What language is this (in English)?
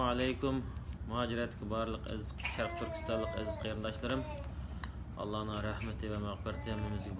Uyghur